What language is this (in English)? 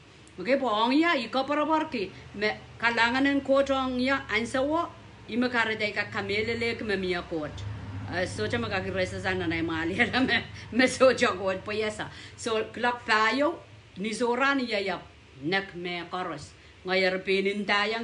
Pohnpeian